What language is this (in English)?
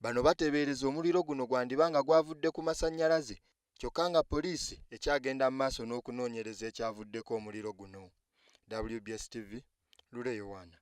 Ganda